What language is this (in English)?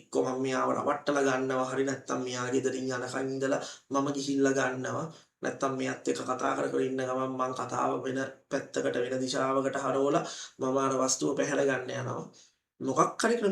Sinhala